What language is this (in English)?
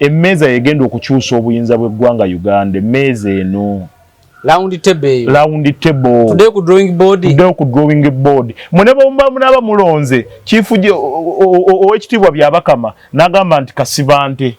Ganda